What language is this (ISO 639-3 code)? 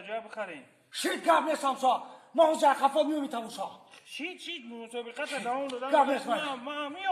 tgk